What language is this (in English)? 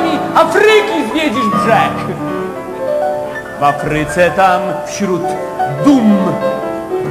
Polish